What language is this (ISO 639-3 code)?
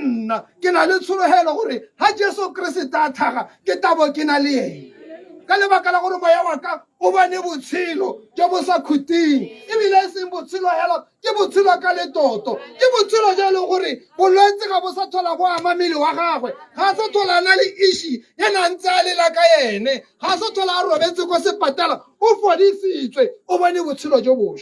tsn